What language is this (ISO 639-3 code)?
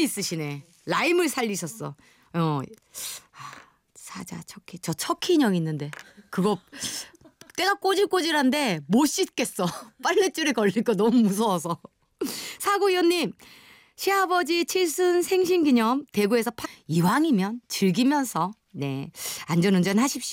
kor